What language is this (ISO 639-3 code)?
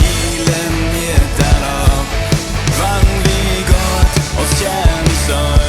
pdt